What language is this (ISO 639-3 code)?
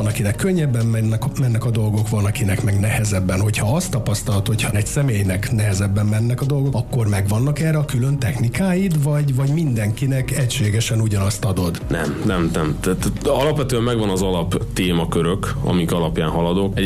hun